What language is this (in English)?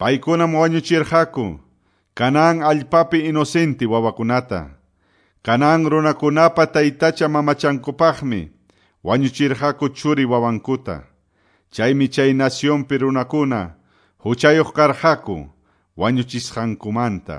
Quechua